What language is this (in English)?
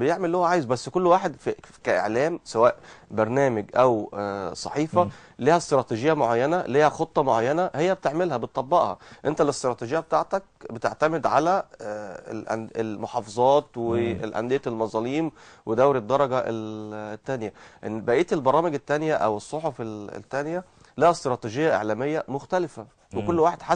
Egyptian Arabic